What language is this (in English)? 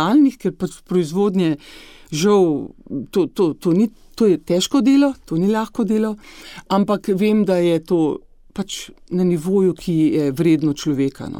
Slovenian